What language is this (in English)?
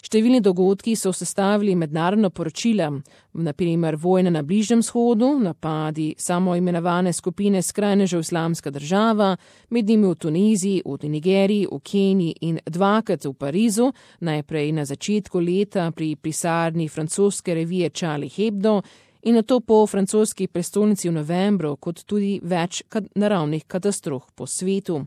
Slovenian